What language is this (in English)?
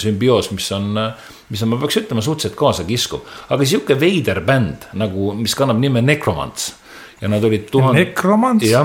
Estonian